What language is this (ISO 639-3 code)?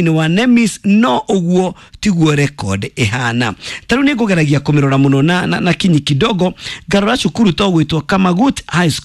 kik